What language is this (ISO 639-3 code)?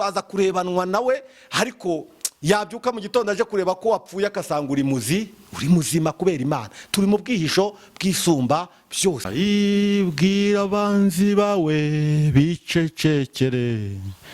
kin